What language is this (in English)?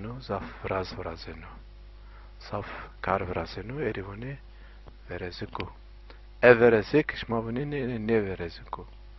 Zaza